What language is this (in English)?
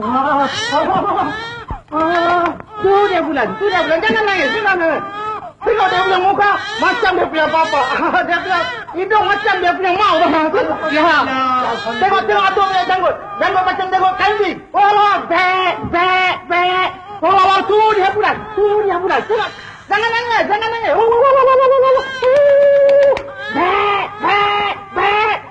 Malay